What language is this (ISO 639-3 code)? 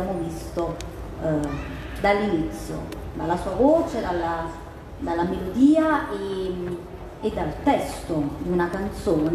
ita